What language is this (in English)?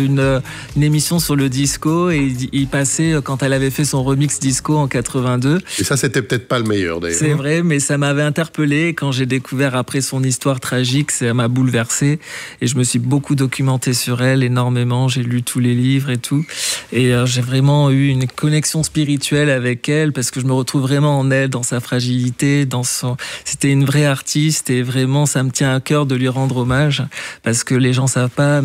French